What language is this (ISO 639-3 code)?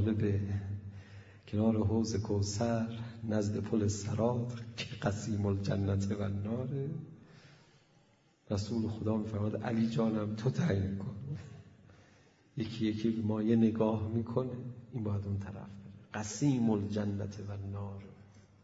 fas